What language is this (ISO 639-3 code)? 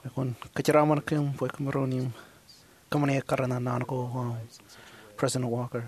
mah